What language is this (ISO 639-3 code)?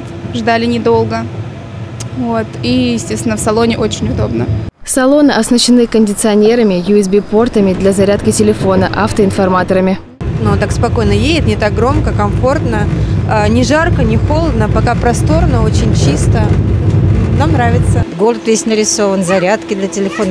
rus